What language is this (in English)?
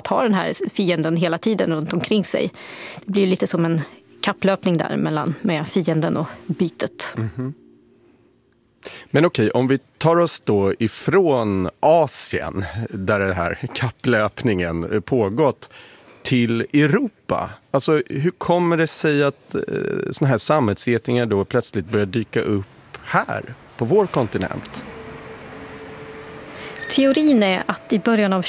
Swedish